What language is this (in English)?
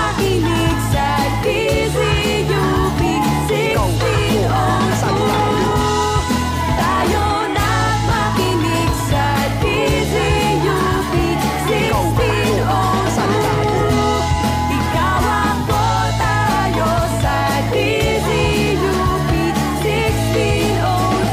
Filipino